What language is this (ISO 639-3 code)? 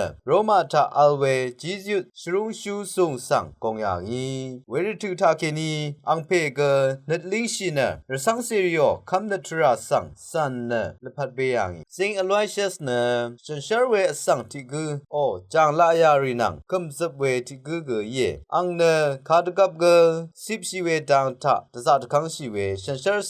raw